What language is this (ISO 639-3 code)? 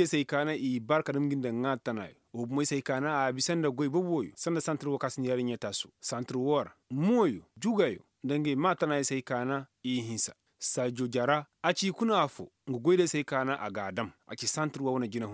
ses